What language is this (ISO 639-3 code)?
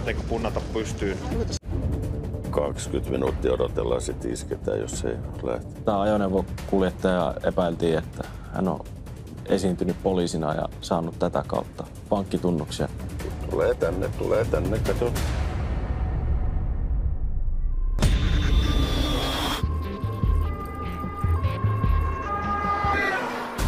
fin